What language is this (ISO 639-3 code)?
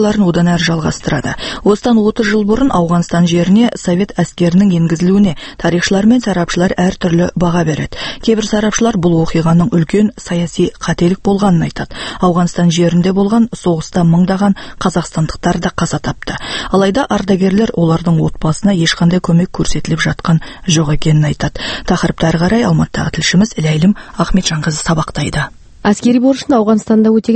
kaz